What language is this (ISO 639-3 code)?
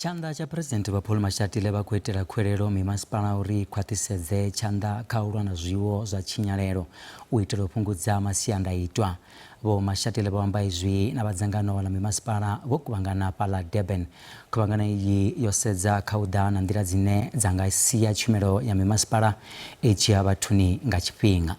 ven